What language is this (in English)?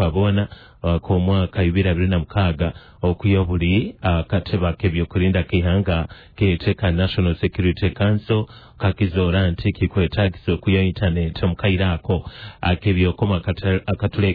Nyoro